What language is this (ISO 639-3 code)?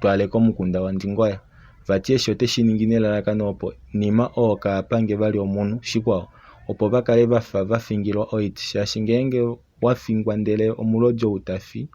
kua